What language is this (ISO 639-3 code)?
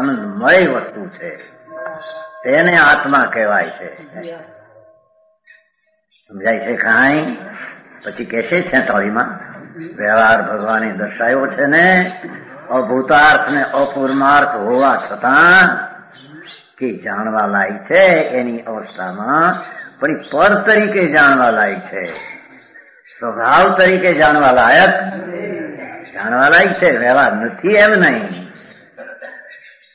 guj